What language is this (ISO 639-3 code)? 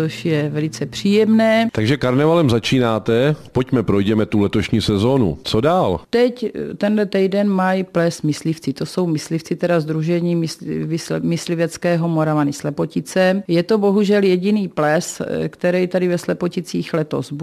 ces